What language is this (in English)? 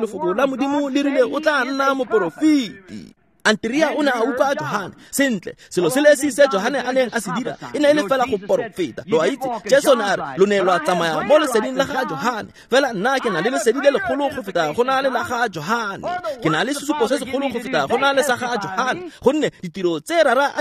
Tswana